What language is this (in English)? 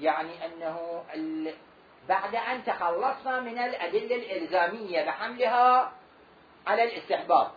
Mesopotamian Arabic